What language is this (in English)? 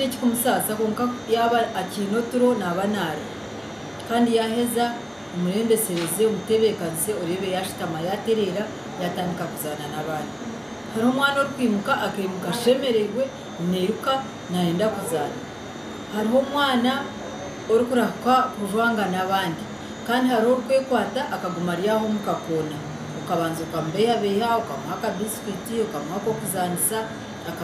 Nyankole